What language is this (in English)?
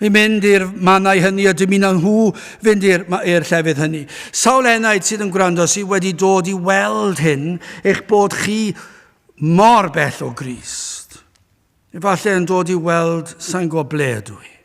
Welsh